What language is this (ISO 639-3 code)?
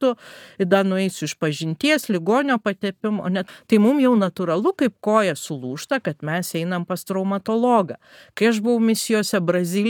lit